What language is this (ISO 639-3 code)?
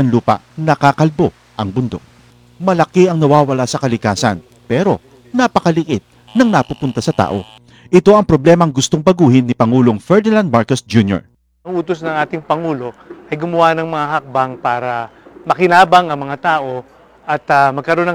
fil